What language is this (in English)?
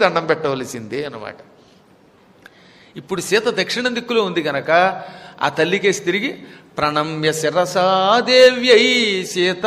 Telugu